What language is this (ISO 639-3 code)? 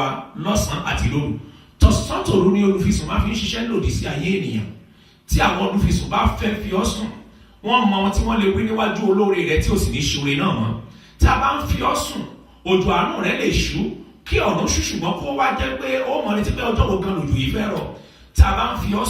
yor